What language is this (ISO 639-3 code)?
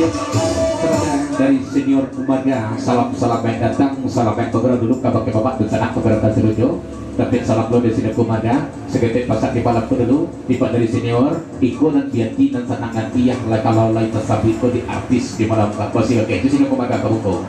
min